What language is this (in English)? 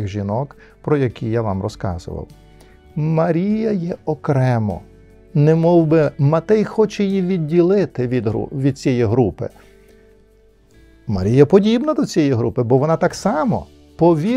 Ukrainian